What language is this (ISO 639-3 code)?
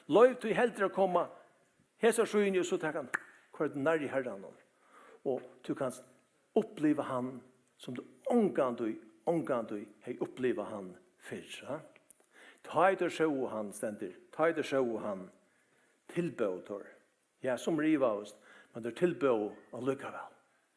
fao